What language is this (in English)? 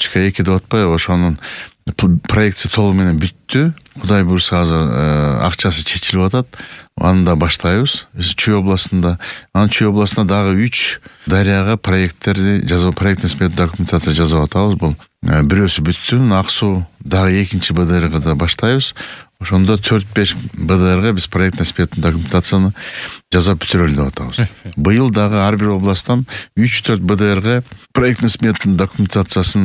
Kyrgyz